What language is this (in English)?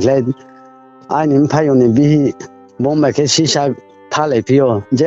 Riang (India)